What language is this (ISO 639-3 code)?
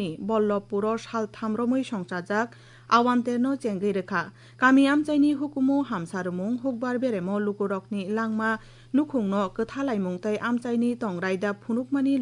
trp